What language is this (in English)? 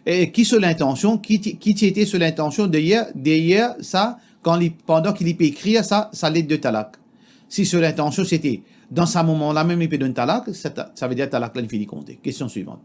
Morisyen